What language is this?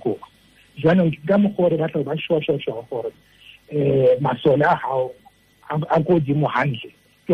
Tswana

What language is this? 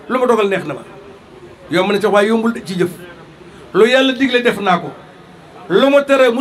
Wolof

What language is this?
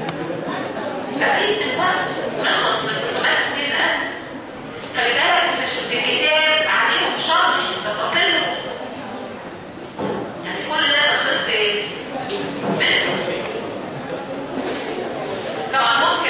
Egyptian Arabic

